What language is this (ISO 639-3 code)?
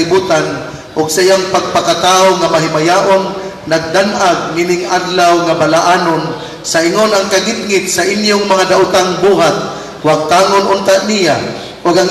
ceb